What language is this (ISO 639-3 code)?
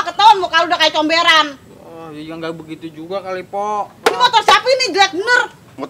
bew